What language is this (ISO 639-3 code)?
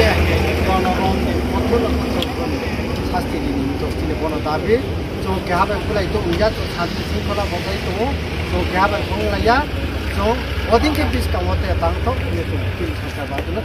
ria